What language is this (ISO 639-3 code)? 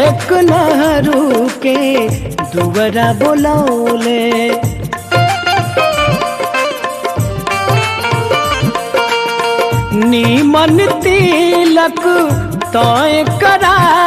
bho